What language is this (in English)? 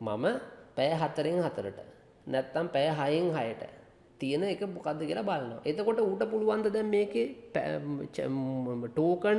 Sinhala